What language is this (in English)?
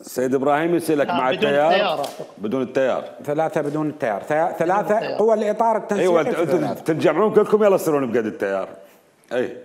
Mesopotamian Arabic